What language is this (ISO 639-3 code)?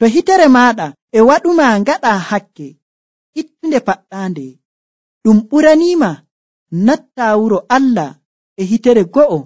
fuv